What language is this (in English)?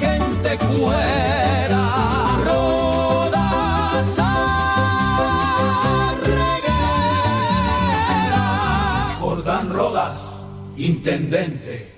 Guarani